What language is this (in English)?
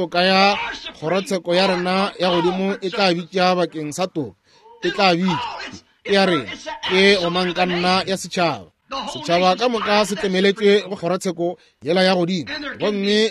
Northern Sotho